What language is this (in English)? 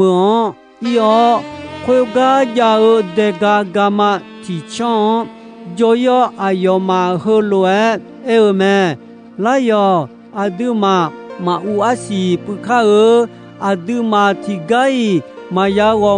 Akha